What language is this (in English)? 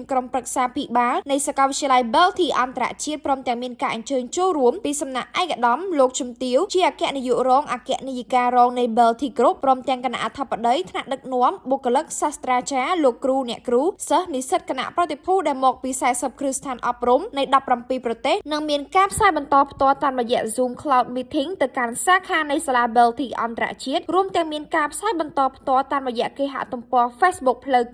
Khmer